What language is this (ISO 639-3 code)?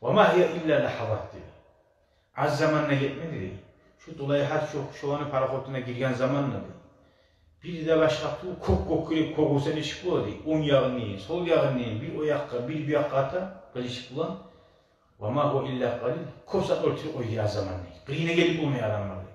kum